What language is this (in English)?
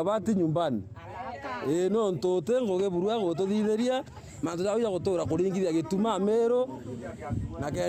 Meru